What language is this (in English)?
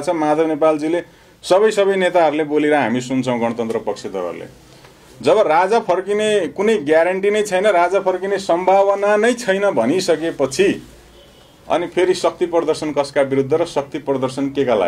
Nepali